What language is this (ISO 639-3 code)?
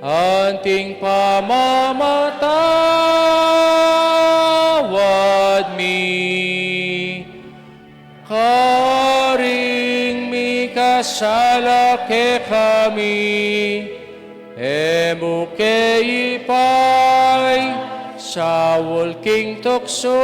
pam